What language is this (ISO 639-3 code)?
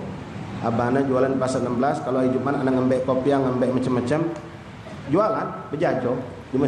mui